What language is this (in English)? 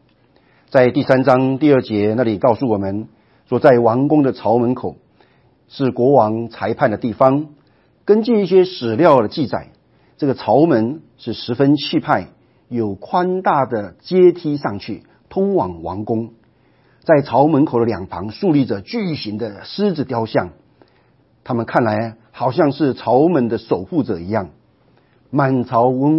Chinese